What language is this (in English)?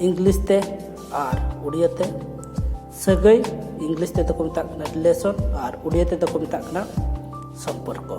Santali